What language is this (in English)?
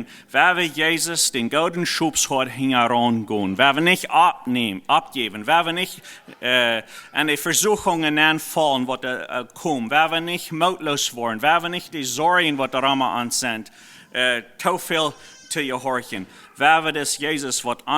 Plautdietsch